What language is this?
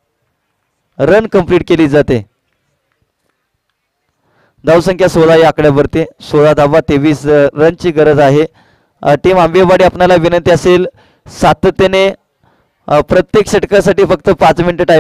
Marathi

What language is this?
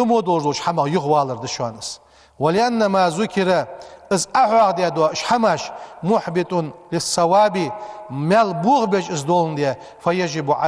Ingush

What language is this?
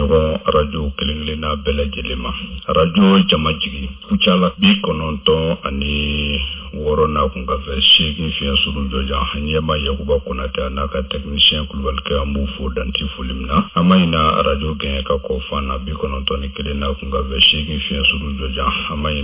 Bambara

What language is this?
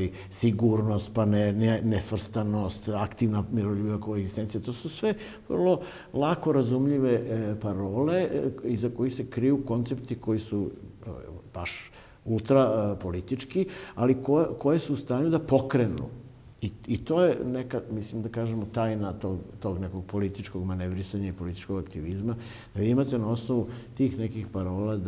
Serbian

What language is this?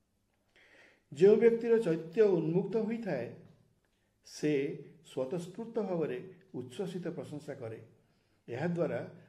Odia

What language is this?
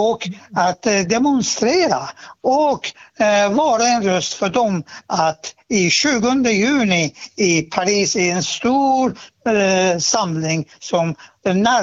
Swedish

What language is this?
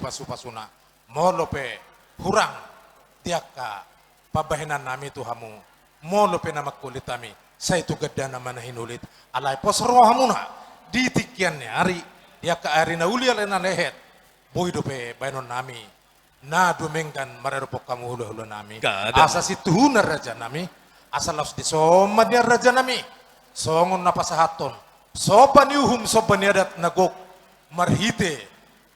Batak Toba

